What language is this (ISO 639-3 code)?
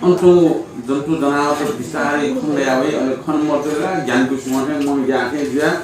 new